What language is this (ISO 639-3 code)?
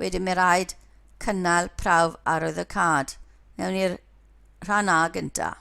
cym